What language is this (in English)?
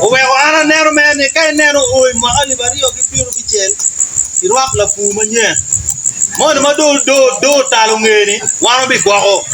Acoli